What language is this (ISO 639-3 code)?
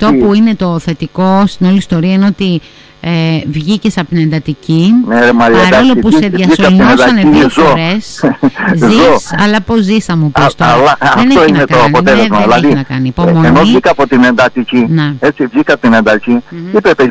ell